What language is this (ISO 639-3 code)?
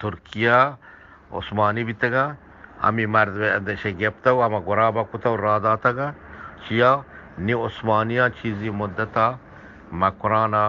bgp